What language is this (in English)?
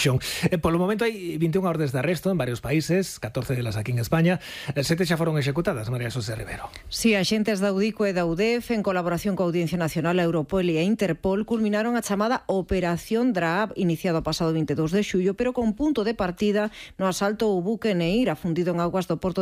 Galician